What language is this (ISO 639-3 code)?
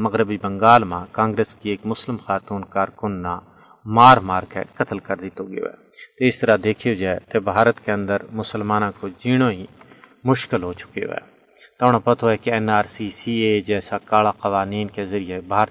gju